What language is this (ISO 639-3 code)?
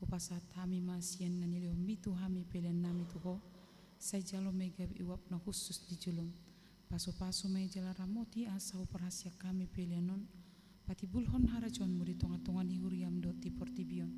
bbc